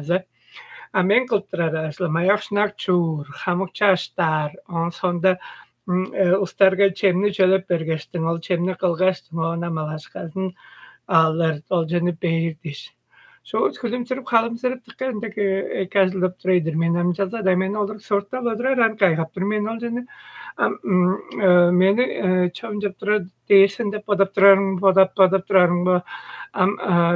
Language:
Tuvinian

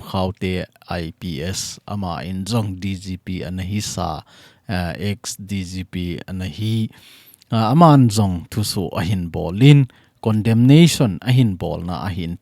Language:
Thado Chin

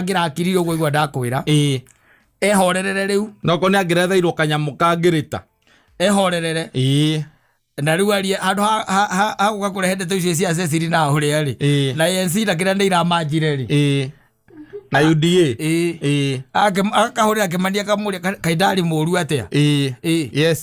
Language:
Kikuyu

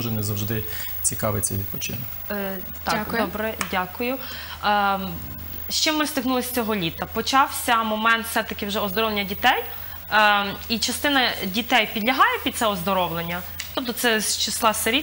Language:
Ukrainian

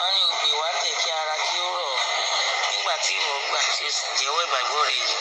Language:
Yoruba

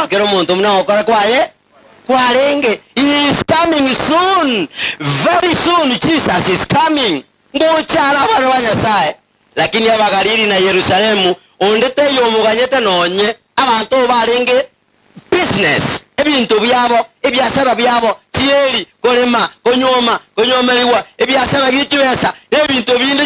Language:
Gusii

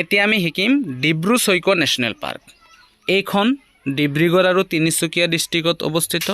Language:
Assamese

